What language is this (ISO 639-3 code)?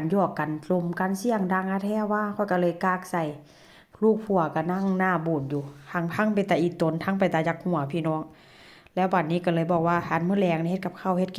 tts